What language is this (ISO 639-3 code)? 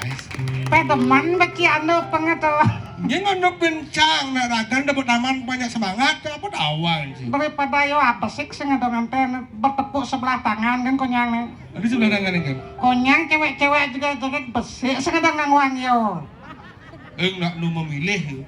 ban